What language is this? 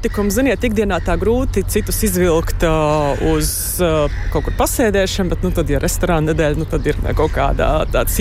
Latvian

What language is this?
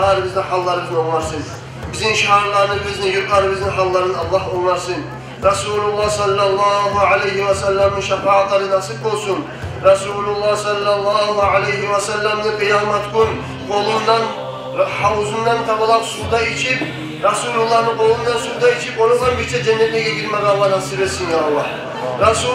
Kumyk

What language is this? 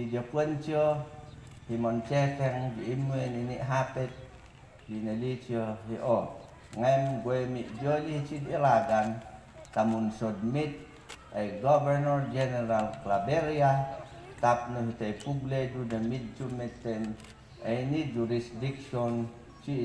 Mayoyao Ifugao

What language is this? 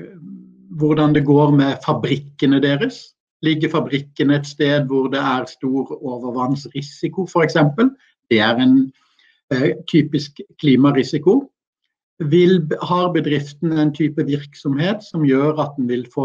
Norwegian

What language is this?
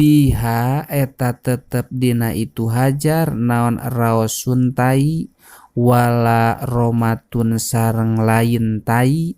Sundanese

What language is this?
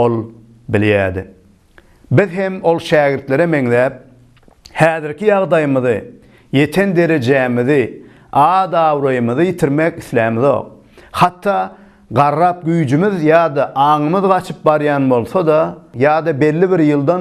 Turkmen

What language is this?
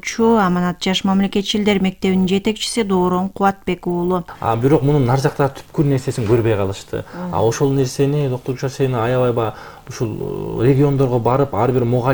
Kyrgyz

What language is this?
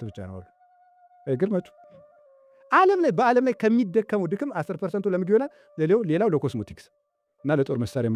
Amharic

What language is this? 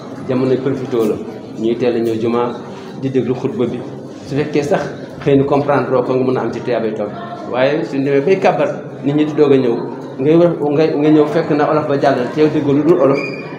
Wolof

